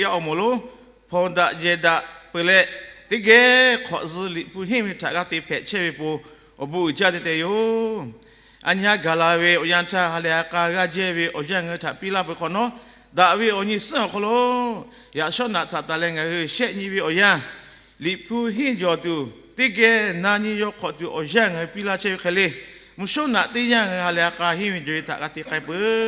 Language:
Lahu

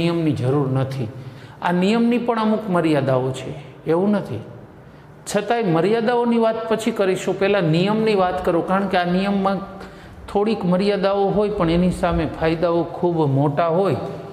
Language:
Gujarati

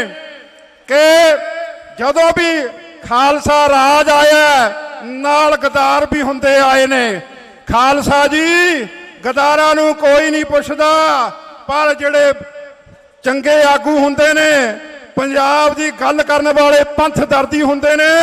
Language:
Punjabi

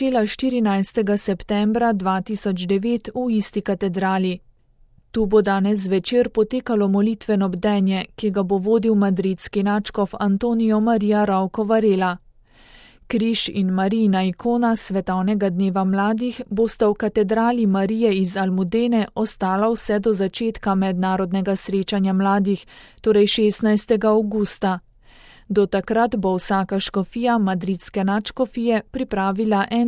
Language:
Slovenian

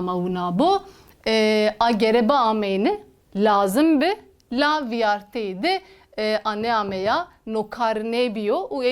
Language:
Zaza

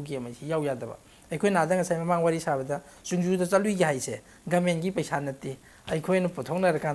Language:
Manipuri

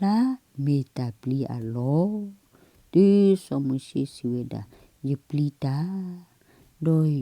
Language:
S'gaw Karen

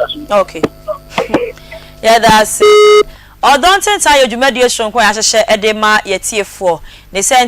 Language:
Akan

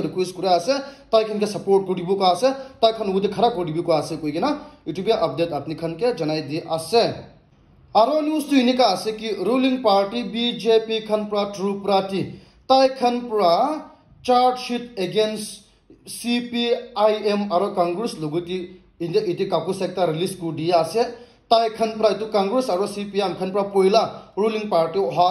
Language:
Naga Pidgin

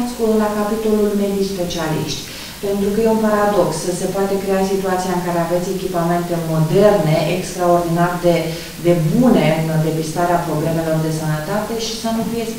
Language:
Romanian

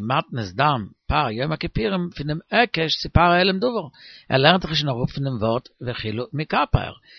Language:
Yiddish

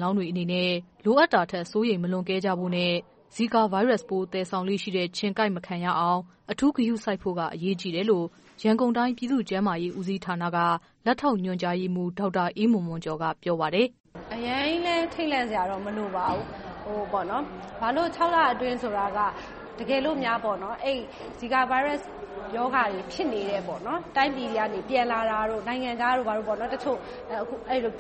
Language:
Burmese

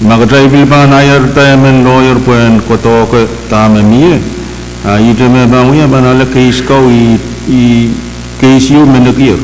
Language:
Pohnpeian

